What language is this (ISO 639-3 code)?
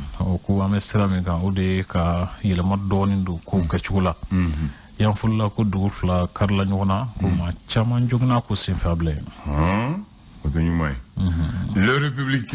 bam